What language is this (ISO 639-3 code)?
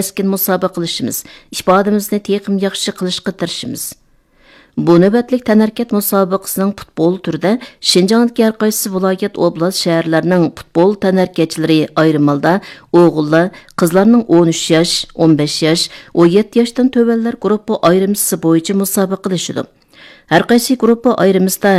uig